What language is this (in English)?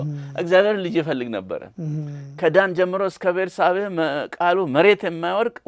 Amharic